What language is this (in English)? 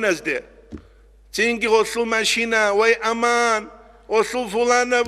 Avaric